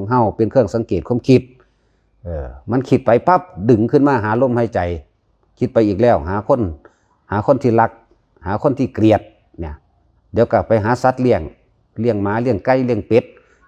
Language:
Northeastern Thai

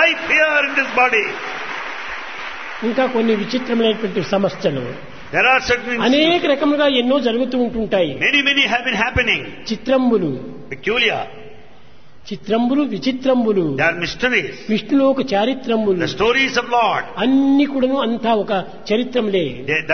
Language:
Telugu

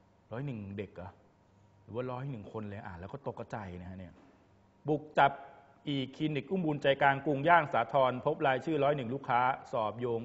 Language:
Thai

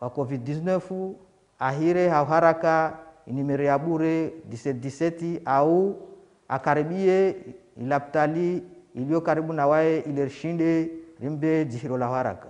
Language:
Ngazidja Comorian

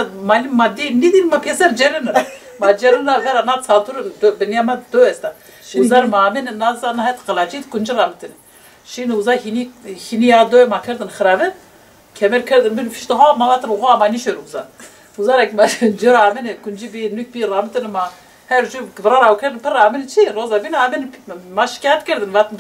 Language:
Zaza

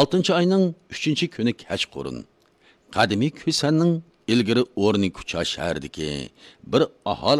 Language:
Uyghur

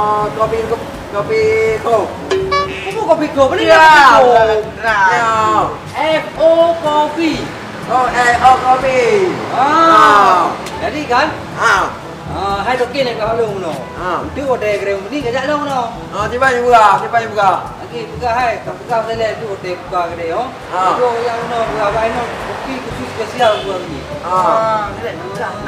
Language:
Achinese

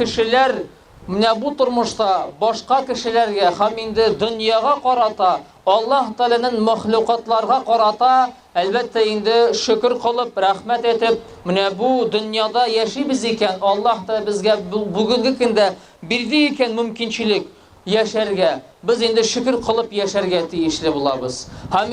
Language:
Tatar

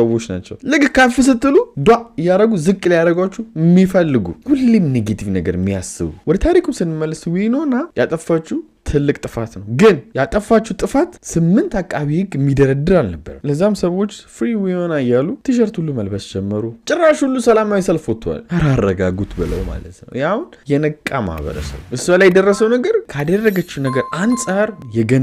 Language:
Amharic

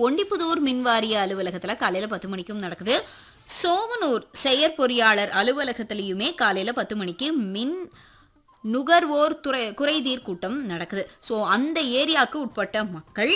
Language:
Tamil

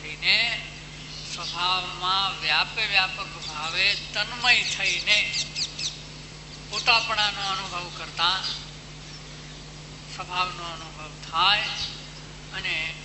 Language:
Gujarati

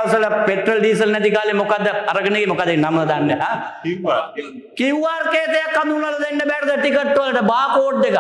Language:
Sinhala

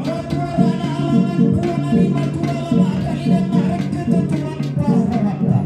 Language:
Toraja-Sa'dan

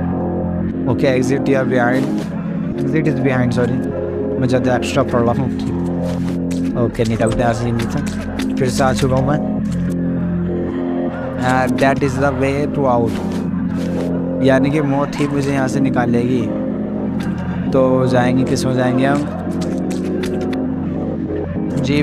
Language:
Hindi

